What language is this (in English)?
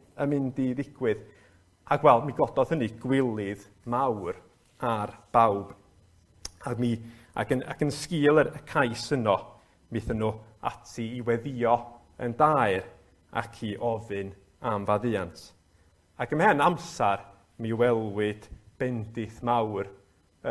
Welsh